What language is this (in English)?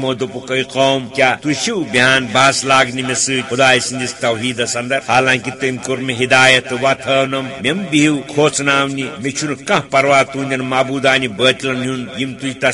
Kashmiri